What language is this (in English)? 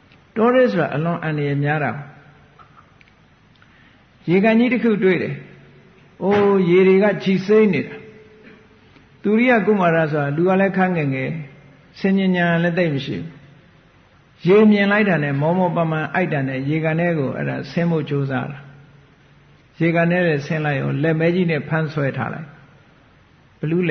Burmese